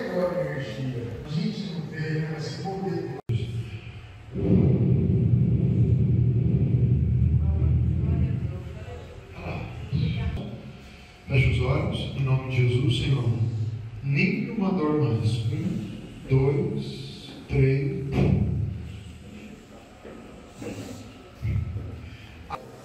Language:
Portuguese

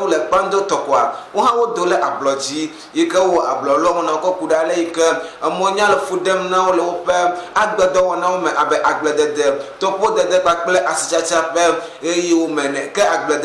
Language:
Ewe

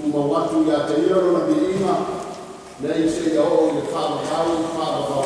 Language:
Samoan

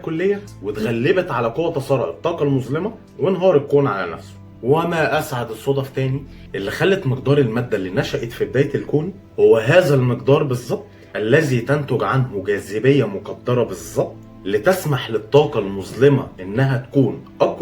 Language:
Egyptian Arabic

